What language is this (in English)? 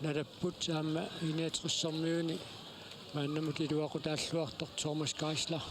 Kalaallisut